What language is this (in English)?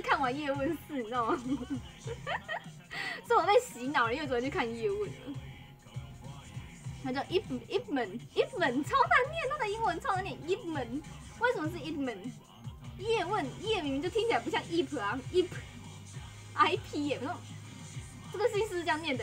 Chinese